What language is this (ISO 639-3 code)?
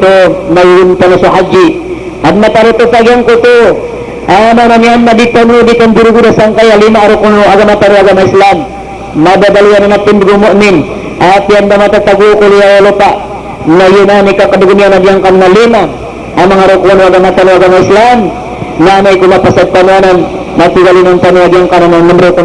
mrw